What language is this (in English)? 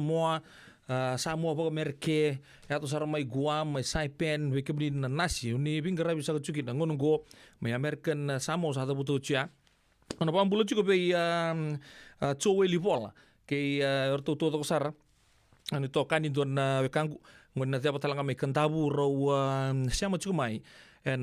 Fijian